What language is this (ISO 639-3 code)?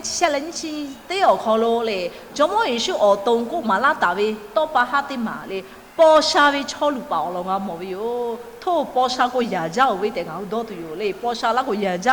lhu